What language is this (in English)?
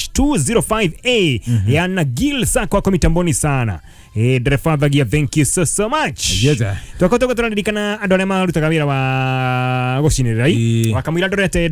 Kikuyu